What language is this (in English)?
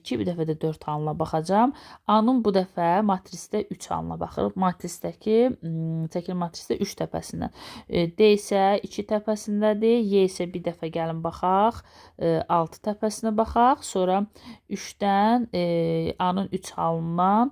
Azerbaijani